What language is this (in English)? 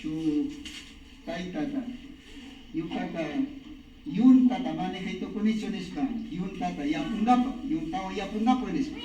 Imbabura Highland Quichua